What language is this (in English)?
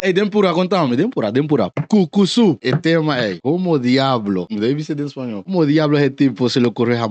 Papiamento